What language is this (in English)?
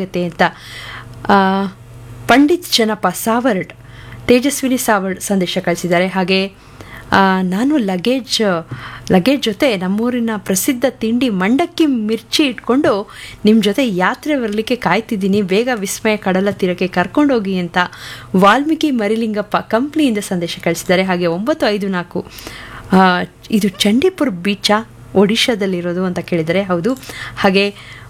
Kannada